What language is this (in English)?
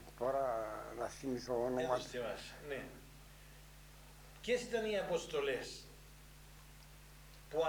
Greek